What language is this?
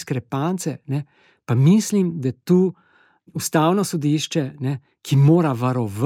Slovenian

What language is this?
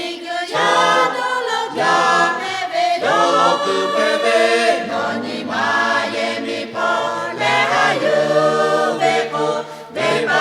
Lahu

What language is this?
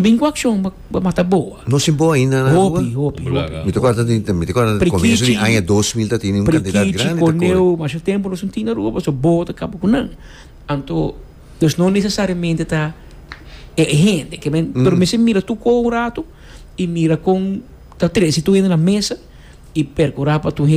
Papiamento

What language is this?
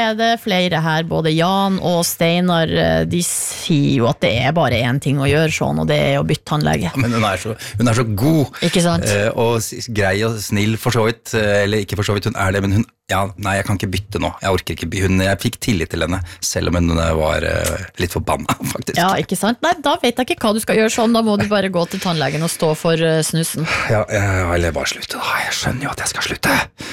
Norwegian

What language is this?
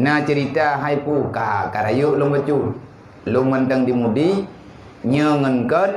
Achinese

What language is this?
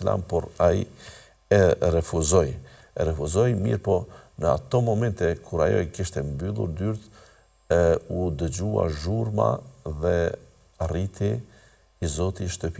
Albanian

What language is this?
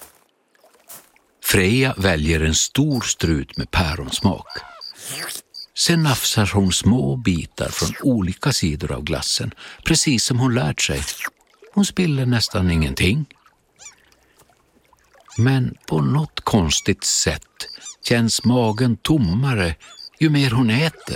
Swedish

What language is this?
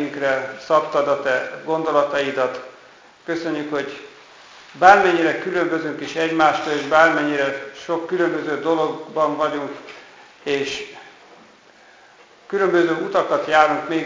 Hungarian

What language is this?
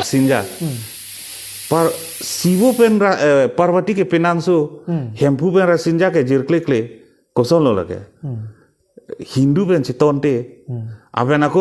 Karbi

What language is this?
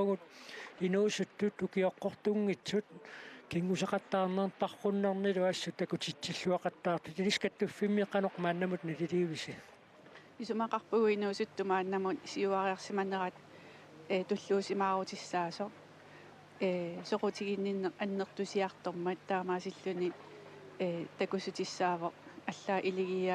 Kalaallisut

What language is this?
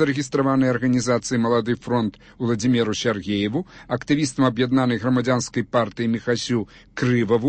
Belarusian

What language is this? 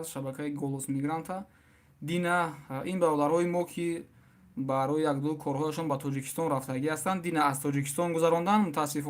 Tajik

